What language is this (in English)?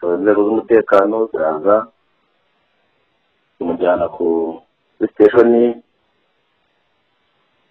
Kinyarwanda